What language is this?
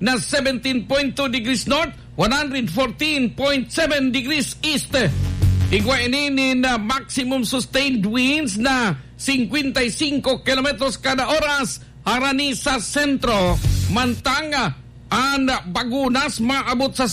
Bikol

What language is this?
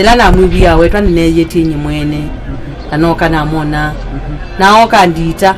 Kamba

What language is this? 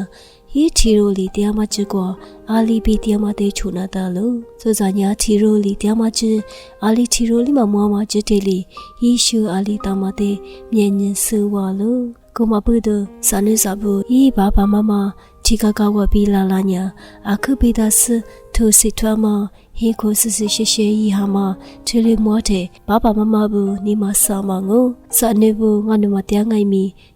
Lisu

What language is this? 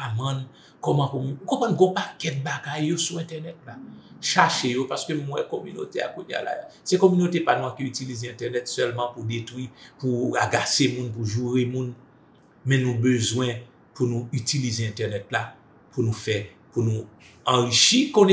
Haitian Creole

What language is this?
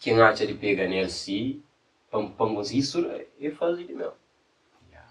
Kabuverdianu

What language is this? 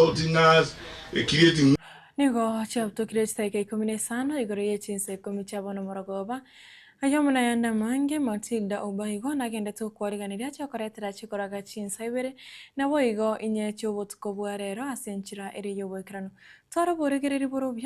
Gusii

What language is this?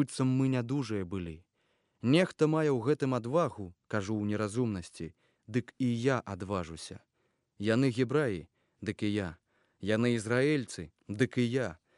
Belarusian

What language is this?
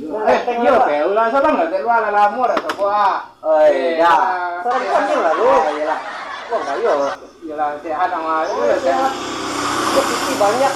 Minangkabau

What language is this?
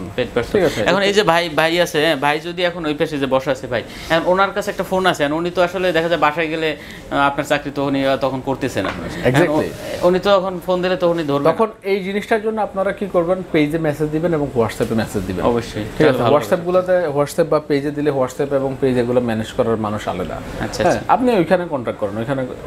Bangla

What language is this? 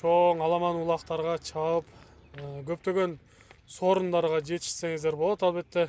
Kyrgyz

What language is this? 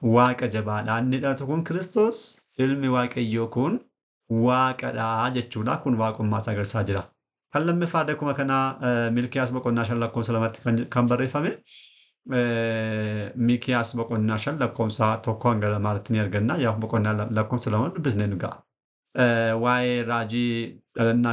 Oromo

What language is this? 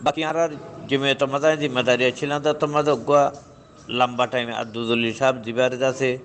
Rohingya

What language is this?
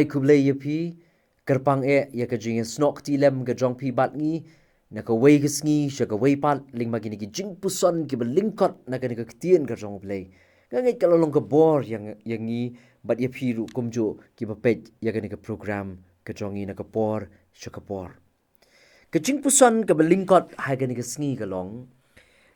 Khasi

